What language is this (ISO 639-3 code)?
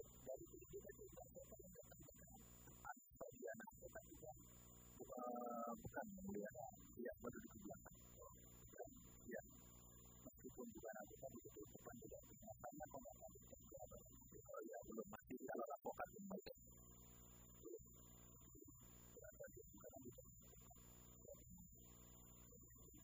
ind